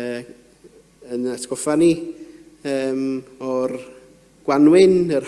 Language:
Welsh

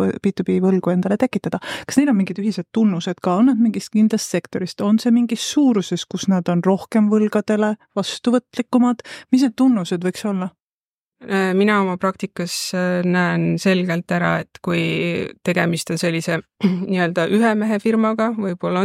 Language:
Estonian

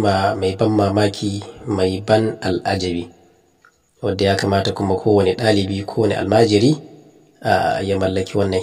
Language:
Hausa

